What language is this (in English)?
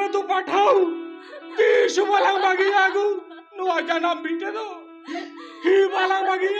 Santali